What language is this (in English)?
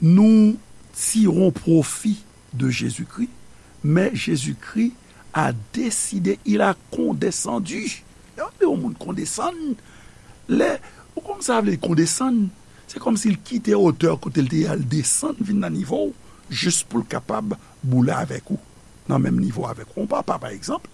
Haitian Creole